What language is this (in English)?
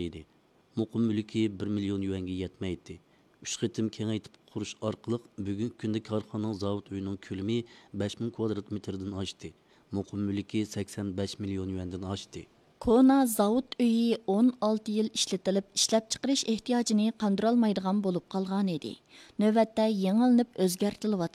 Uyghur